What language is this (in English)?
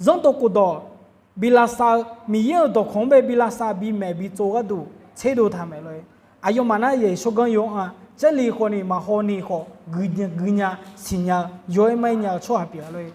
Akha